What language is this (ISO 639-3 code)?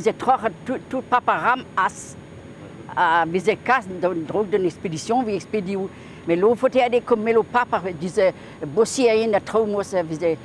bre